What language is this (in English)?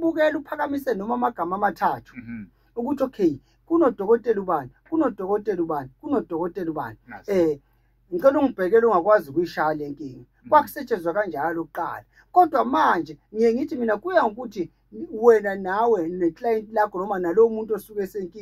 Zulu